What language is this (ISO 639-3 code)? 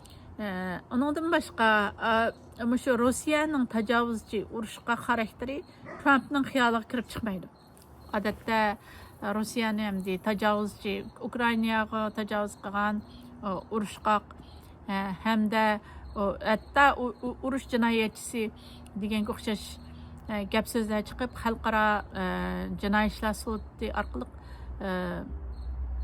uig